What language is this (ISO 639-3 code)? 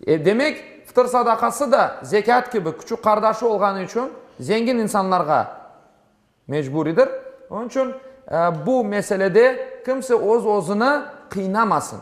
crh